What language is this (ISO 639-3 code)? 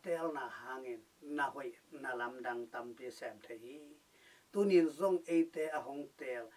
ctd